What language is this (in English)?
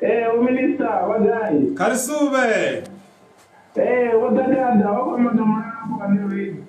Venda